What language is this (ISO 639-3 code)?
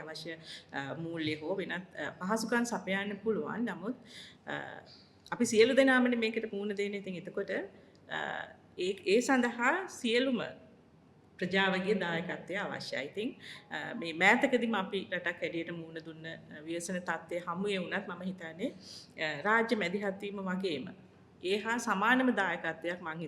sin